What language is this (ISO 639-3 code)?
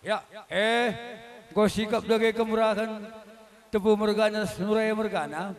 btx